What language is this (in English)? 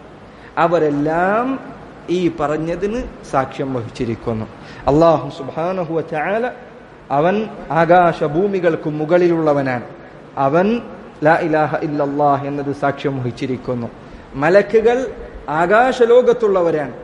Malayalam